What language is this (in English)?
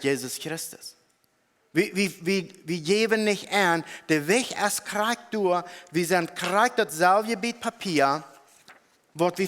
Plautdietsch